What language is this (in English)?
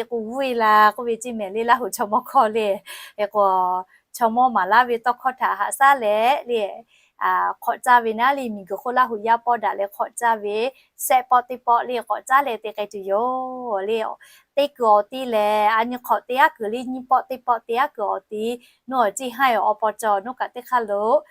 Lahu